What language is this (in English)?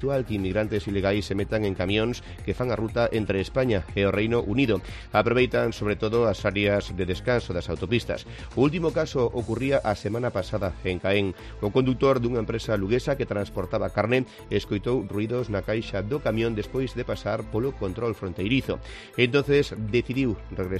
Galician